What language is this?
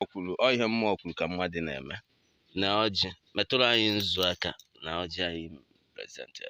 Igbo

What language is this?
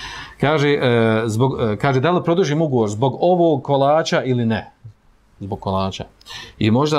Bosnian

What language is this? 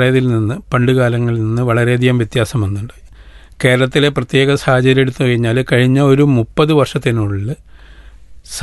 Malayalam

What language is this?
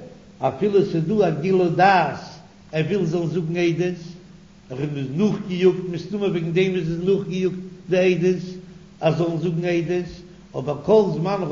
Yiddish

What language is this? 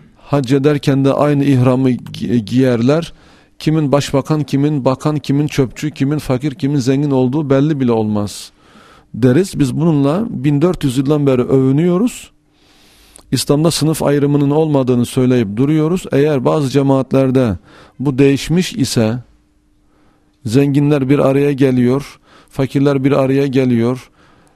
Turkish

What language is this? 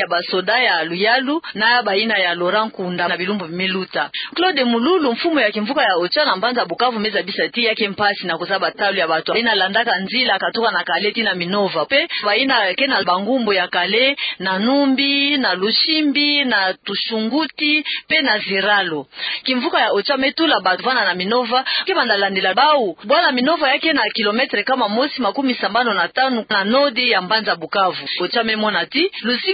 Kituba (Democratic Republic of Congo)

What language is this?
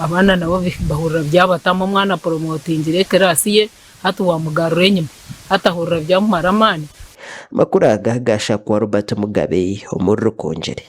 Nyankole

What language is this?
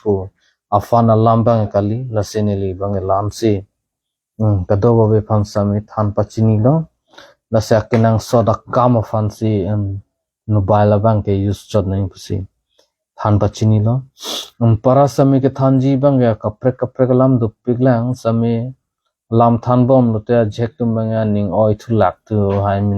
Karbi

